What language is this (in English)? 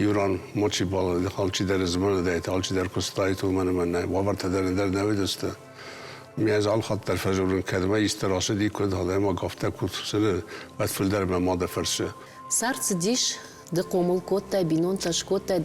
Ossetic